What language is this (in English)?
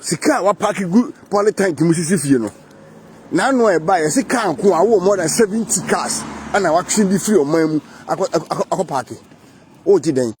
Akan